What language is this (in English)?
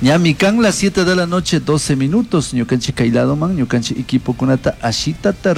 Chimborazo Highland Quichua